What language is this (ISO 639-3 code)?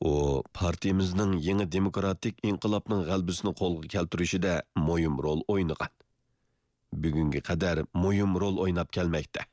uig